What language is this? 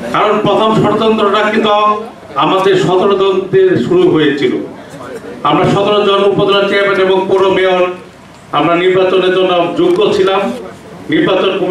Bangla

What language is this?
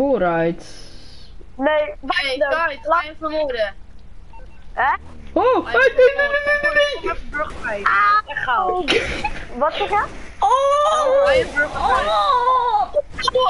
Dutch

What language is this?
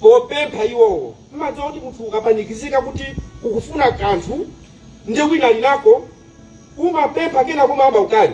Nyanja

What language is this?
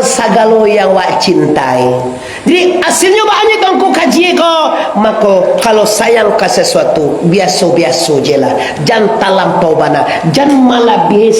Minangkabau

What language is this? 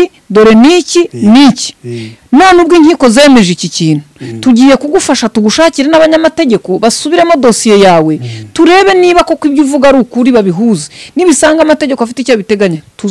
Kinyarwanda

